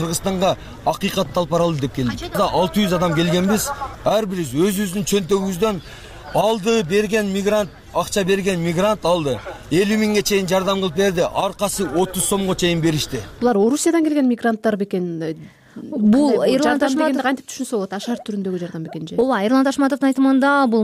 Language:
Kyrgyz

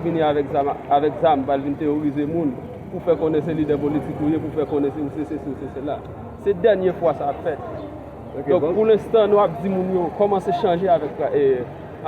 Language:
Haitian Creole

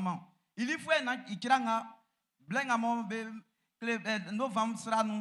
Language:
Baoulé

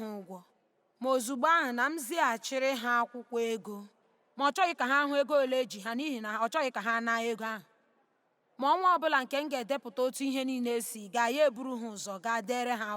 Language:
Igbo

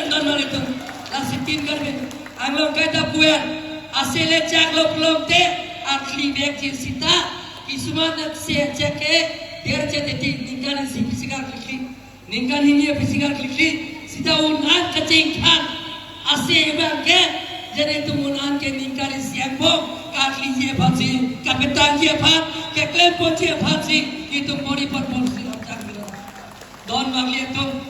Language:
Karbi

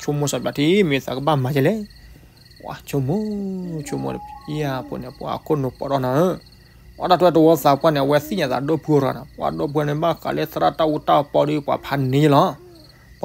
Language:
S'gaw Karen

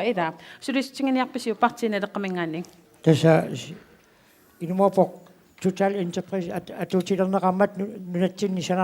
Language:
Kalaallisut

